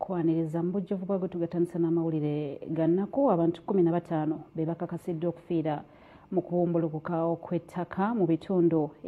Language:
Ganda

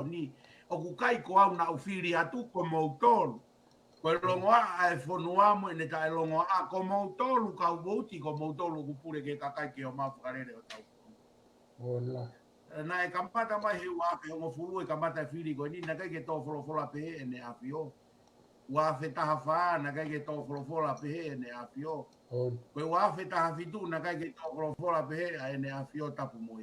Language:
Tongan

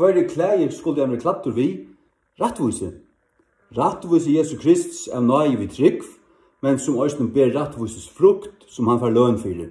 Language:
Faroese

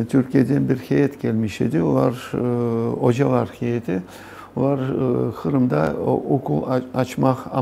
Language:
Crimean Tatar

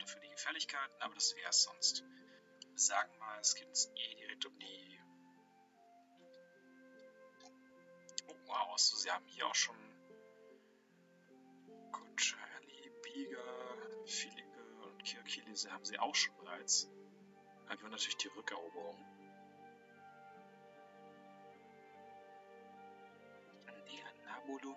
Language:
German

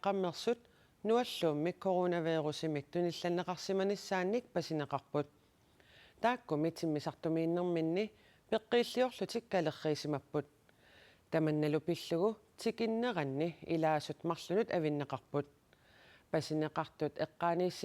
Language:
Kalaallisut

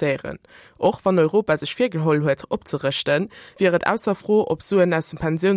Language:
Luxembourgish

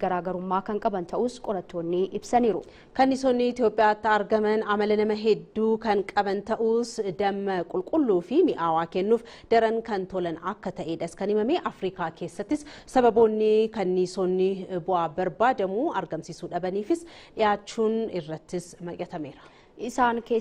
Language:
Oromo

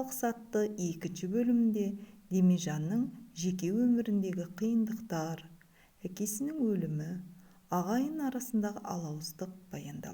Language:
Kazakh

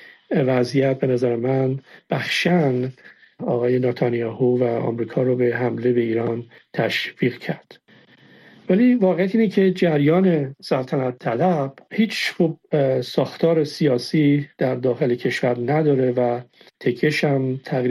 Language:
Persian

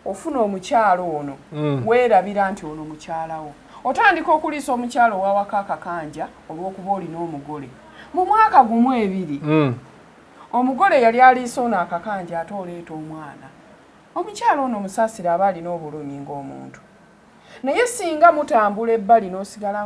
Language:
Ganda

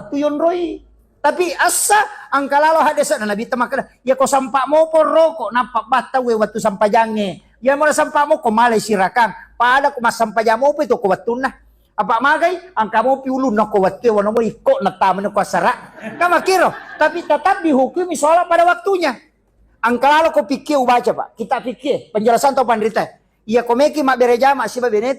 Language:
Buginese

